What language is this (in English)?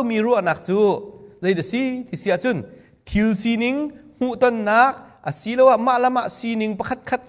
Hakha Chin